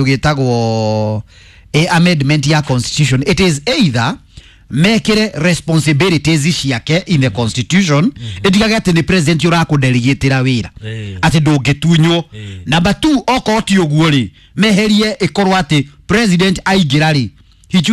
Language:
Kikuyu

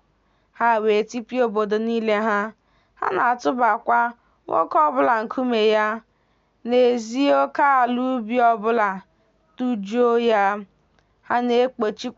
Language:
Igbo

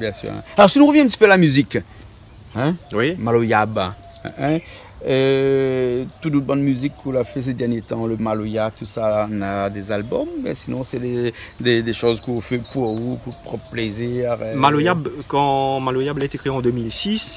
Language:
Réunion Creole French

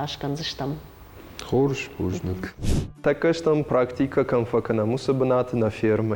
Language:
Ossetic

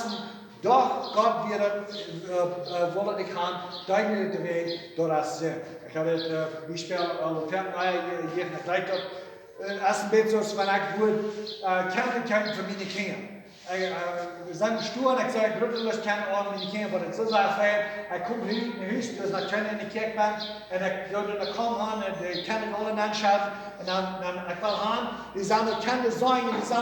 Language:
Plautdietsch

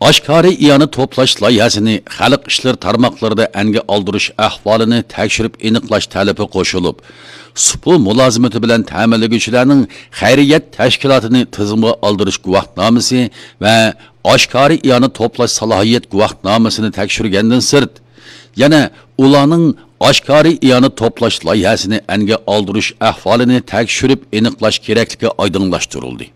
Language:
Uyghur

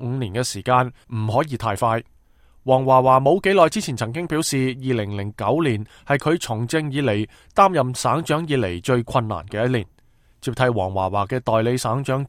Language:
Cantonese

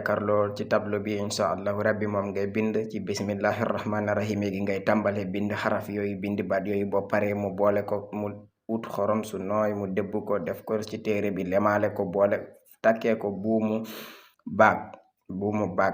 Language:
Wolof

